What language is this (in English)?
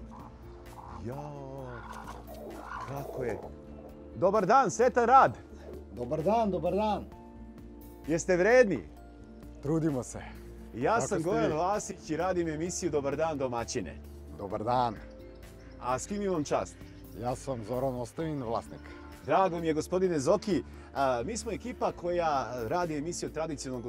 Serbian